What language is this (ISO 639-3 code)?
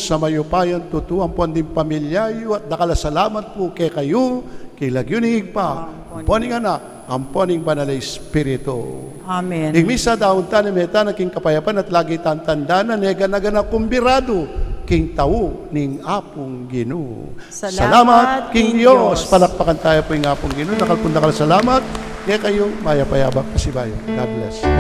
pam